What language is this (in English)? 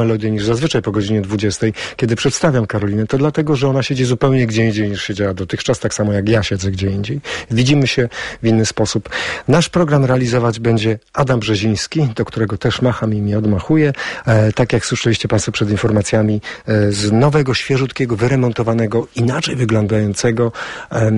Polish